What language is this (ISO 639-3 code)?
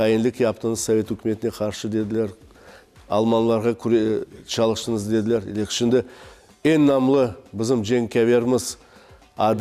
crh